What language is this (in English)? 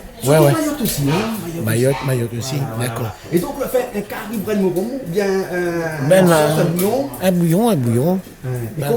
Réunion Creole French